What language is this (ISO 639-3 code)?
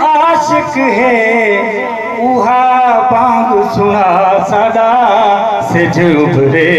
skr